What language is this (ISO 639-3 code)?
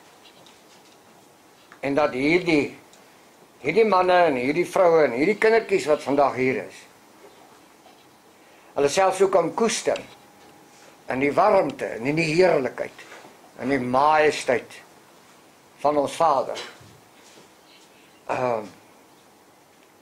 afr